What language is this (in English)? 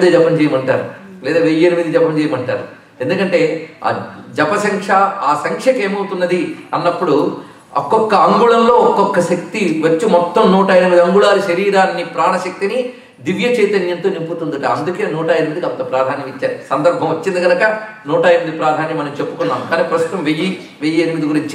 Telugu